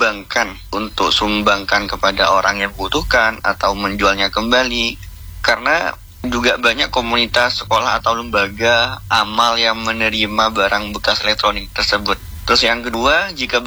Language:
Indonesian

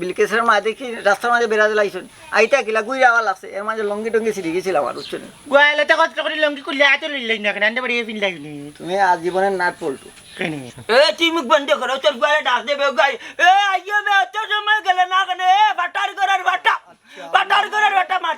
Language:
Sylheti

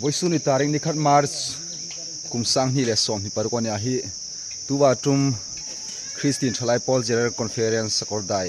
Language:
Hmar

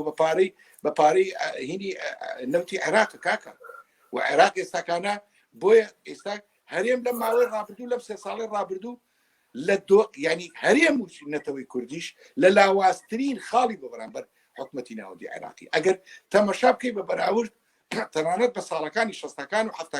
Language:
Central Kurdish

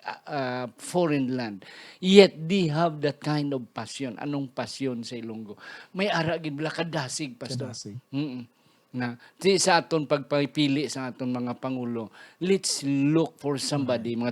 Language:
Hiligaynon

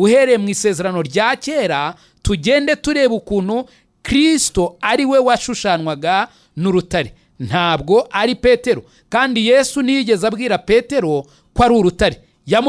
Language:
Kinyarwanda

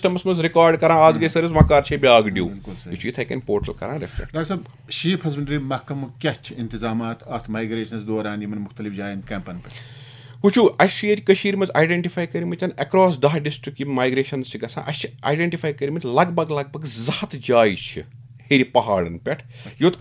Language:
Kashmiri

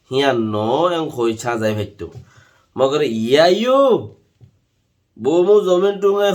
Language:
Rohingya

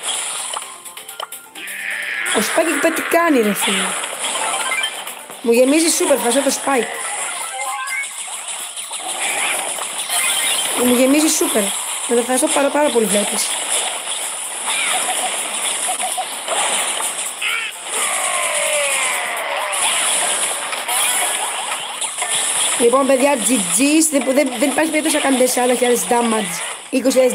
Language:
Greek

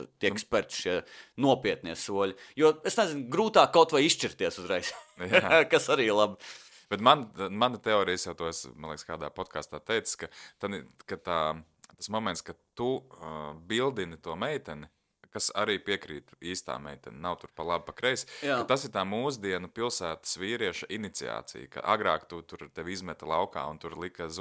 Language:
Latvian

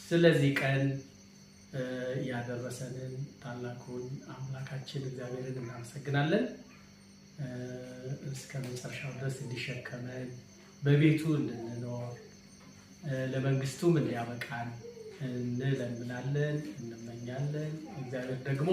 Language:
Amharic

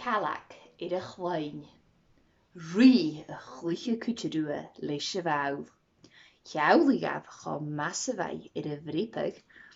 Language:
Scottish Gaelic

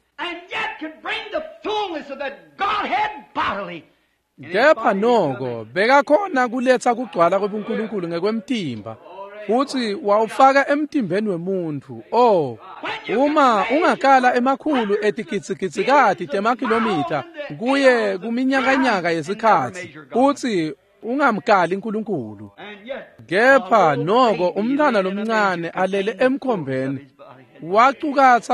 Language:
Swati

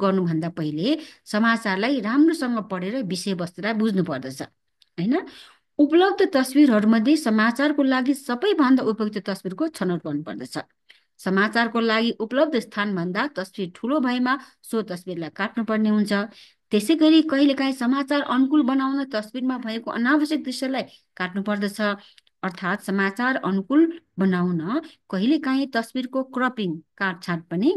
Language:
Nepali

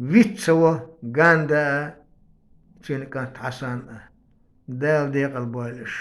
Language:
Chechen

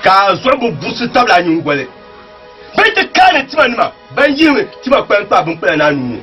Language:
Dagbani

